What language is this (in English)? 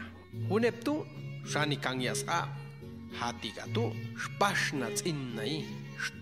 Popti'